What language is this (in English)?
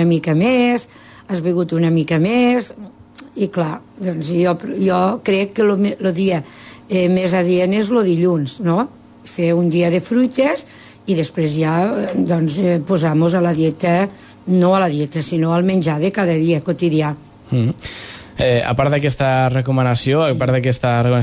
Catalan